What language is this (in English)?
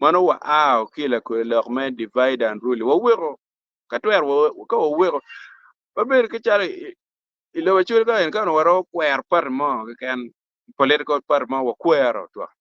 Acoli